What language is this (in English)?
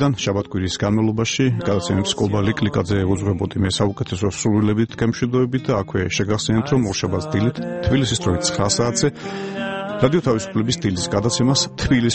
Georgian